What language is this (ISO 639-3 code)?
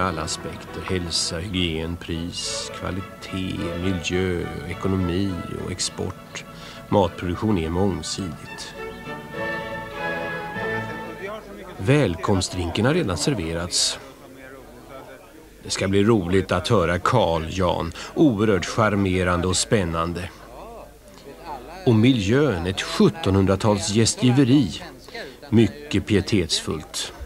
swe